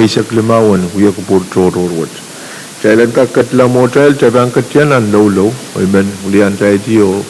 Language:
Pohnpeian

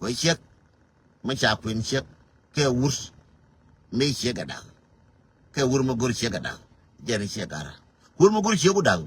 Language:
Nuer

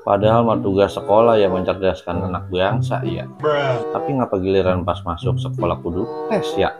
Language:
Betawi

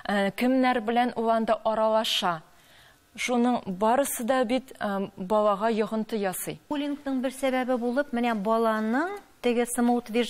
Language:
Tatar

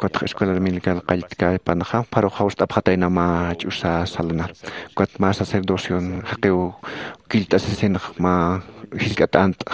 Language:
Aymara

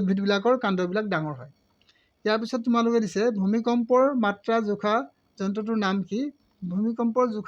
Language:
Assamese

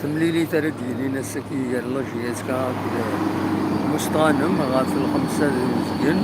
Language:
Kabyle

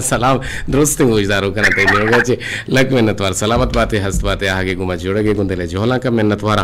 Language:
Eastern Balochi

